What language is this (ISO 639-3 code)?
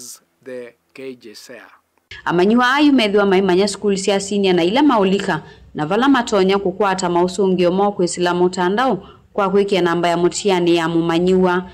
kam